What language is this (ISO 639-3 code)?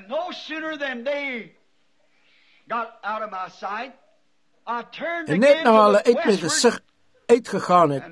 afr